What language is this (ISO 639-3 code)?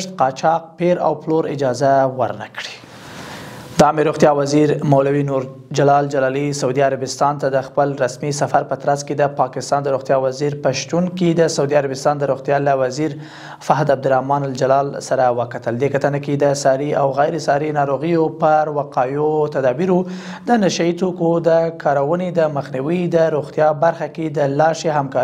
pus